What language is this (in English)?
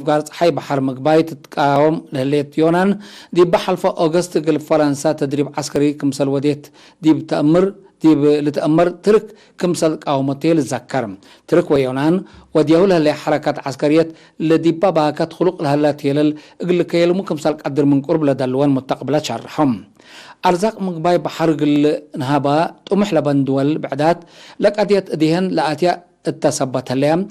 Tigre